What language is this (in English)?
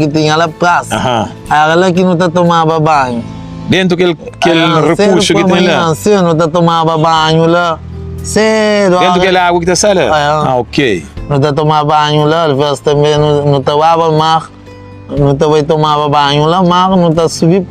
Kabuverdianu